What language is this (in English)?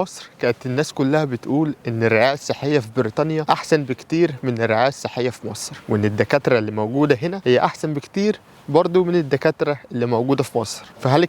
Egyptian Arabic